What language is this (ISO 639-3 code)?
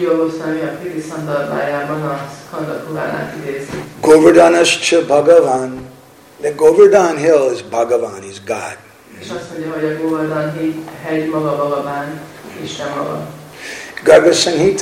hun